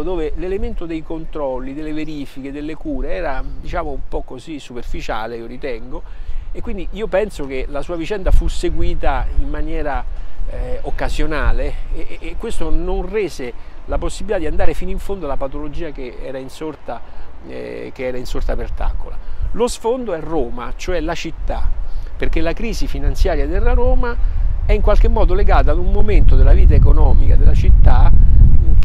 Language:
Italian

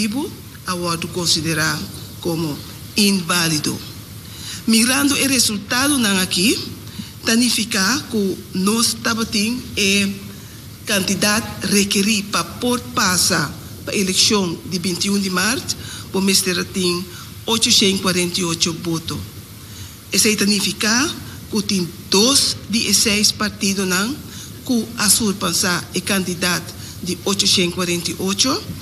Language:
Papiamento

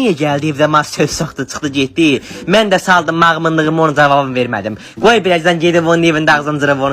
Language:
Azerbaijani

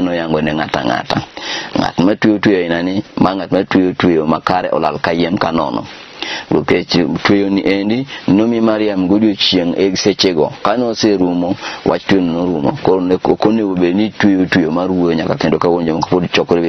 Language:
Luo (Kenya and Tanzania)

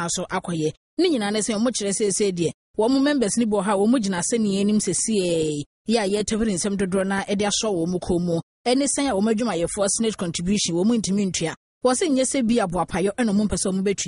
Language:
Akan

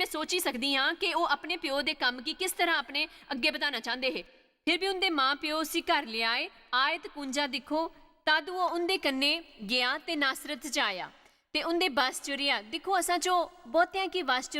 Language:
Dogri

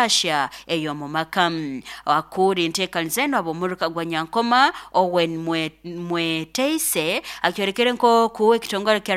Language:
Nyoro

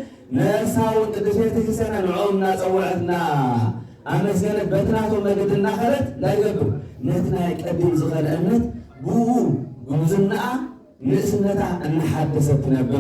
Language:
Tigrinya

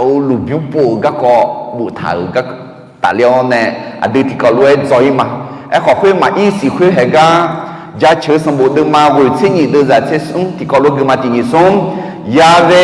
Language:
Akha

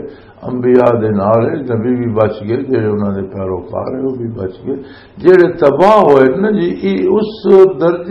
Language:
Western Panjabi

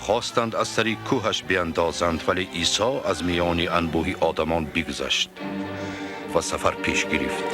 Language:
Tajik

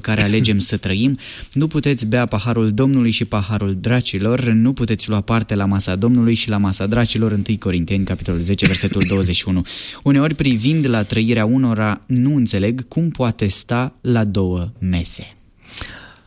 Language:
Romanian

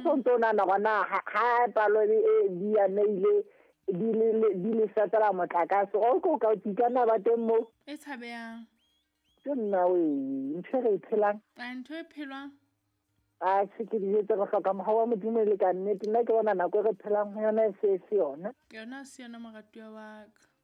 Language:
Southern Sotho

